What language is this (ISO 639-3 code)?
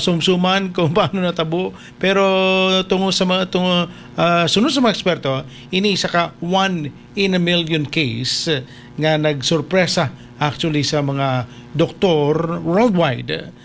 hil